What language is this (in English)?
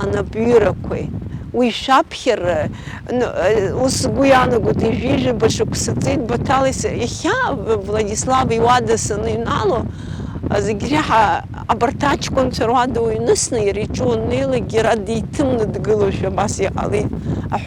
Abkhazian